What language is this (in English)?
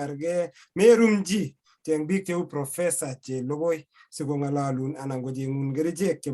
Kalenjin